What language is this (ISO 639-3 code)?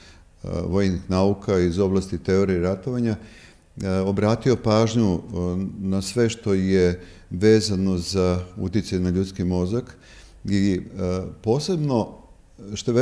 srp